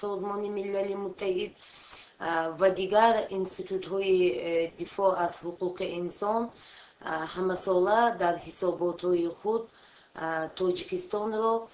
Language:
Tajik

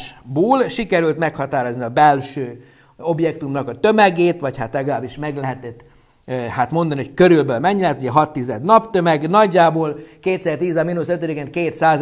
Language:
Hungarian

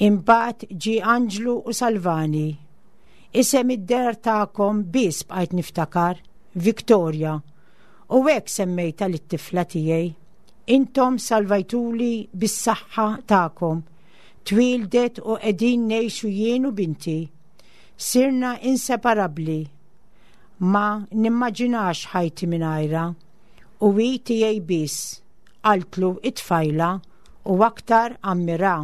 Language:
Maltese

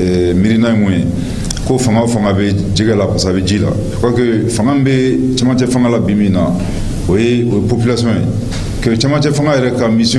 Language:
Bambara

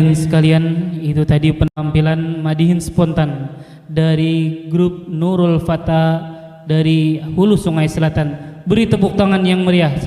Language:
Banjar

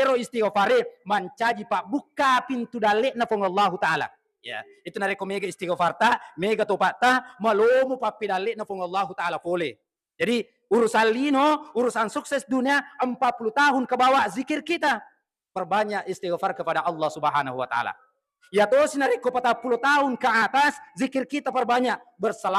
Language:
Buginese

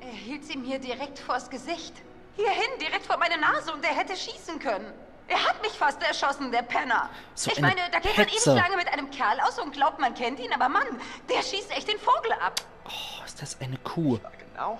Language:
Palatine German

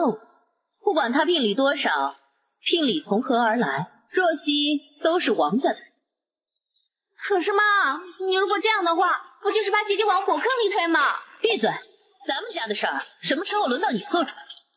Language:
Chinese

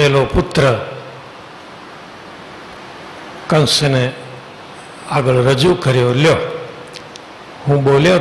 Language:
Gujarati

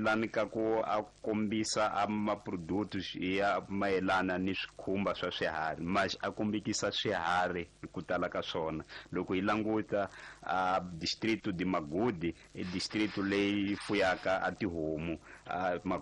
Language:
Tsonga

